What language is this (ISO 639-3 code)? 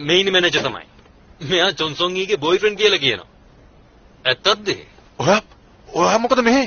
sin